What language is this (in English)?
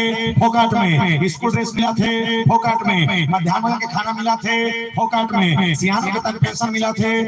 Chhattisgarhi